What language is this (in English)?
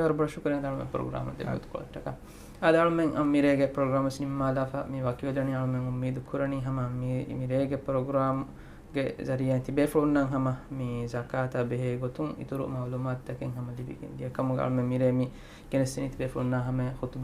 Divehi